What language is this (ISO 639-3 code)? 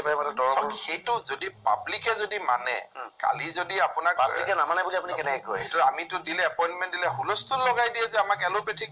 asm